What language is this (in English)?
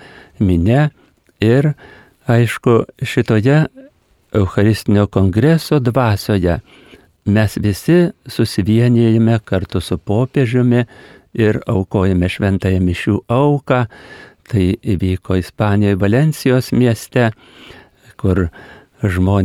Lithuanian